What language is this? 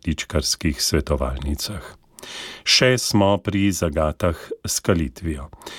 Slovenian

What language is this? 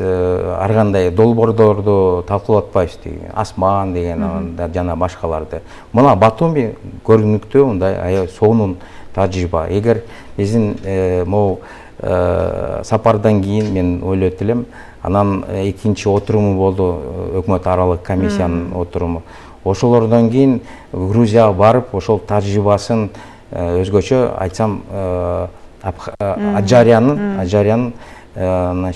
Kyrgyz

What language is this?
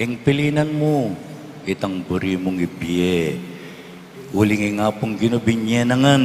Pampanga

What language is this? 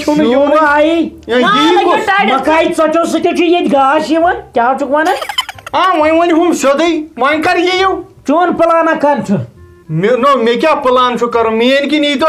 Kashmiri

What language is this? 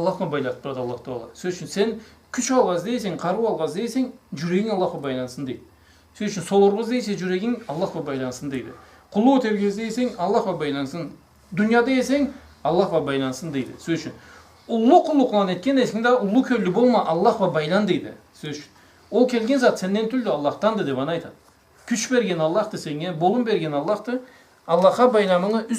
Karachay-Balkar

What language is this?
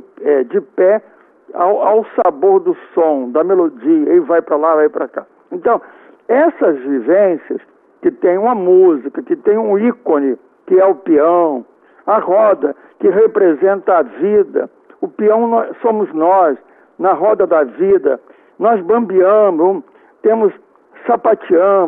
Portuguese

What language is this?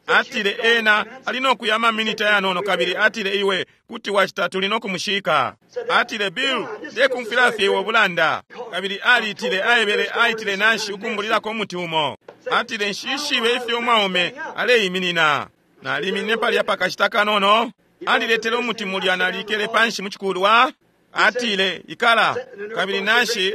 Bemba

